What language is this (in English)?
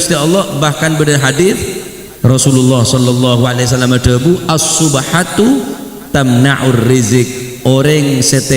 Madurese